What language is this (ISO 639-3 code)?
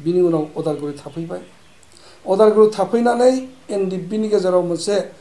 brx